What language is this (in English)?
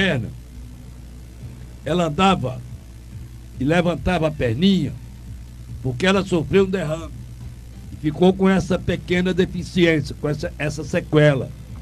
Portuguese